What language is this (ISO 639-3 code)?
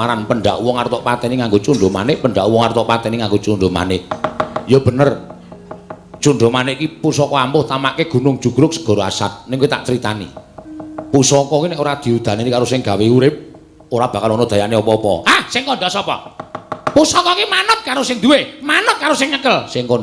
jav